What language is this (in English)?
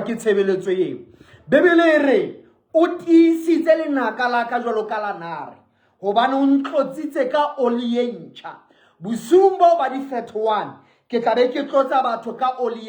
Southern Sotho